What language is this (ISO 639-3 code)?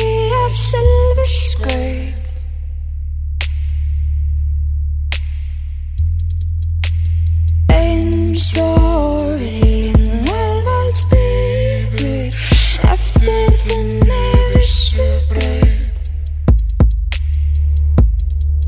isl